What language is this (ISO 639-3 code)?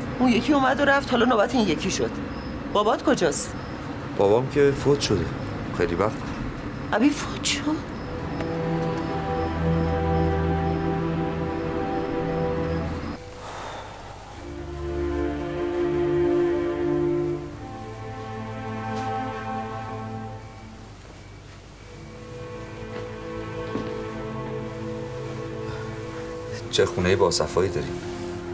fas